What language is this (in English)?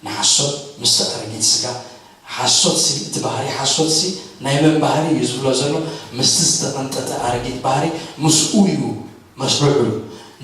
Tigrinya